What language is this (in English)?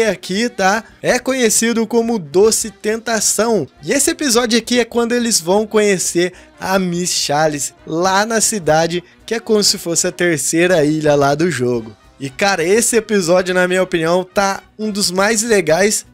Portuguese